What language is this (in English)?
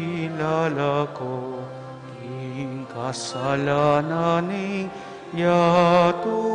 Pampanga